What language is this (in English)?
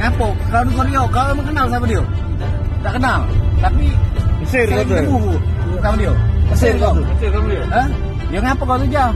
Musi